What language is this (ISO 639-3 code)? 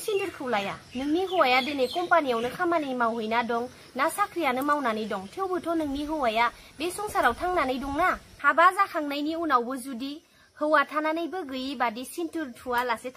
brx